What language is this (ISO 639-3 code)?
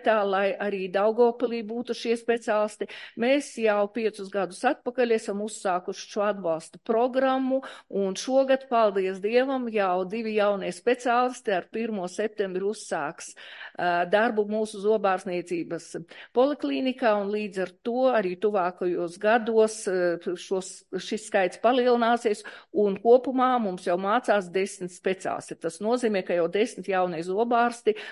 lav